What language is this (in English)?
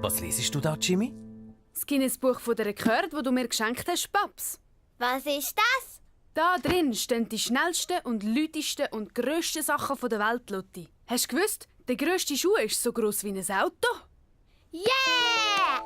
Swiss German